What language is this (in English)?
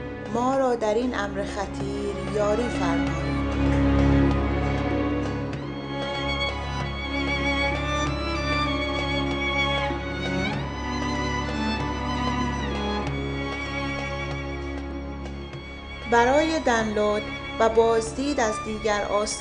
Persian